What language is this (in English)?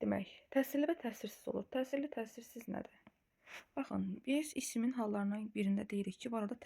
Azerbaijani